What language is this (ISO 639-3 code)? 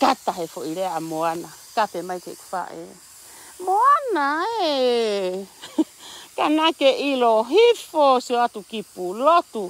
ton